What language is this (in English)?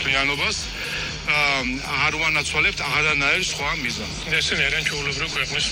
Georgian